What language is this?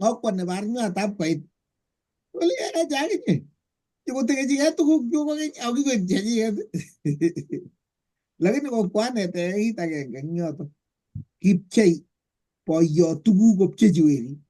Kalenjin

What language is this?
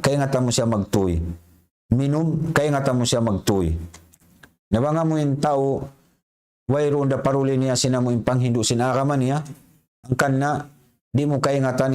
Tausug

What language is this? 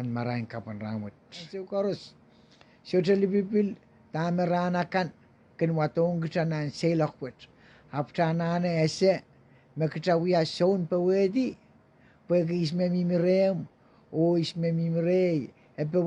Pohnpeian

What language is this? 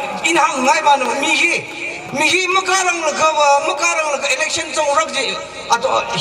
Tangkhul Naga (India)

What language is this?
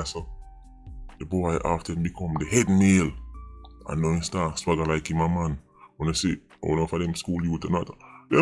Jamaican Creole English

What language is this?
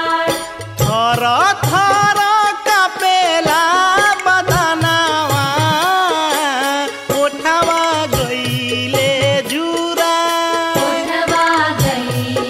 Bhojpuri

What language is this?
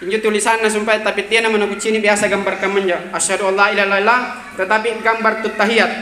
Makasar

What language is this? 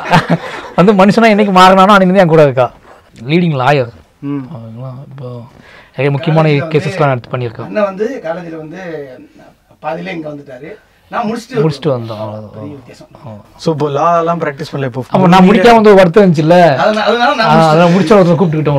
Tamil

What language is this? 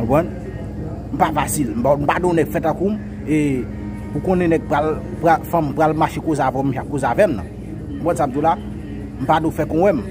Haitian Creole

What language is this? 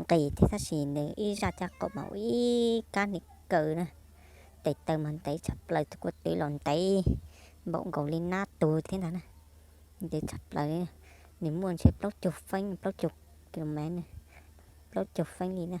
Hmong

